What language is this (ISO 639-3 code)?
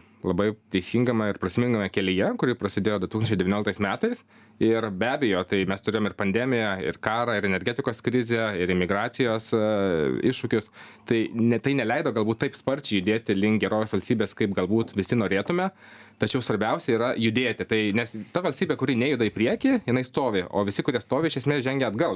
lit